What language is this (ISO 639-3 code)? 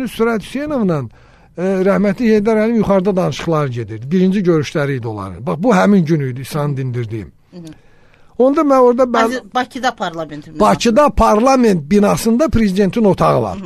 aze